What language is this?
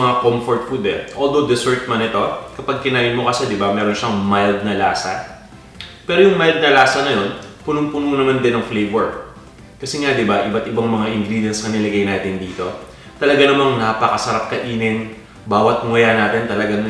Filipino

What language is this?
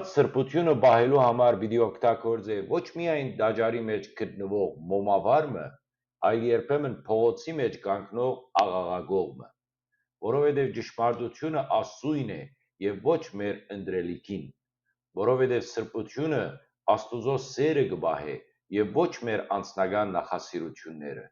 Western Armenian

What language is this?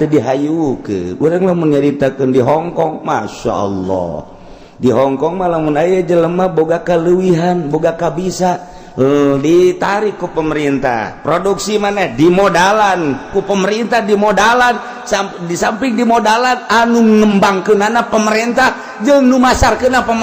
Sundanese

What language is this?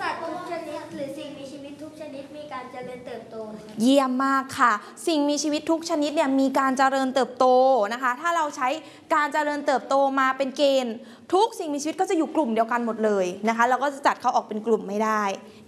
Thai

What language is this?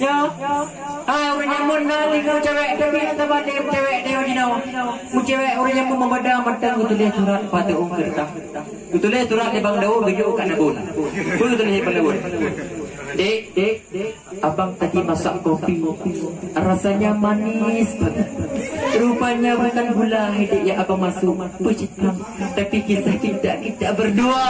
Achinese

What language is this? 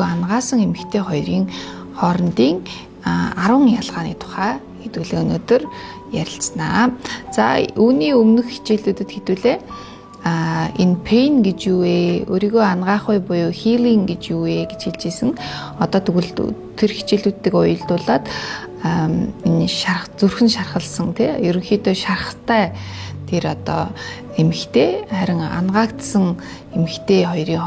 Mongolian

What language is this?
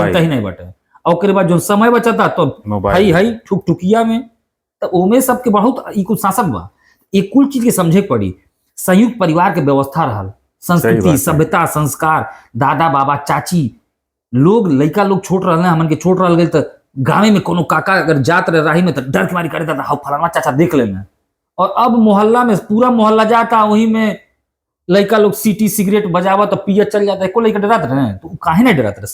Bhojpuri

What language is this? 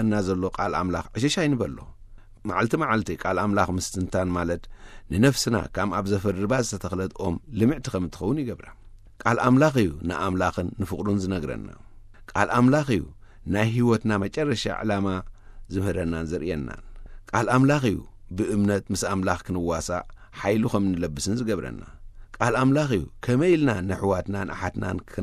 Tigrinya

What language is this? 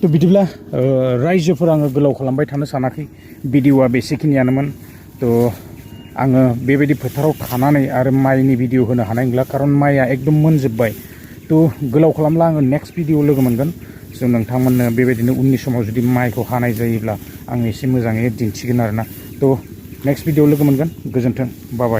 Bodo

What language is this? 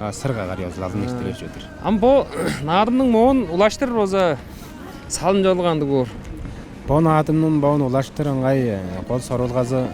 Tuvinian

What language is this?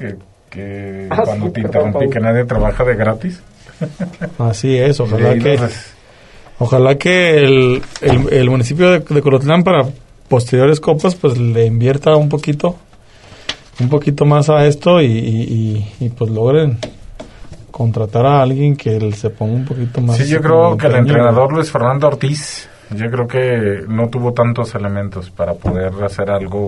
Spanish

